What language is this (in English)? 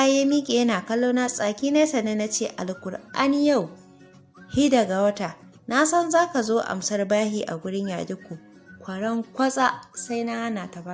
Hausa